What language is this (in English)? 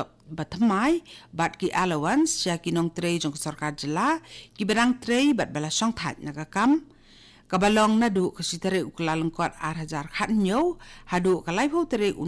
Khasi